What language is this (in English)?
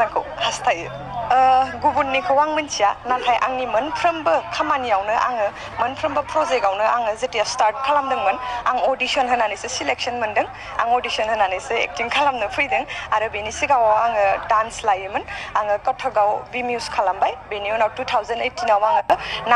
Bodo